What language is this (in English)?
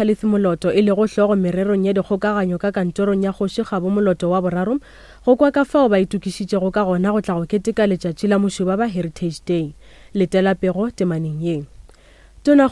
Northern Sotho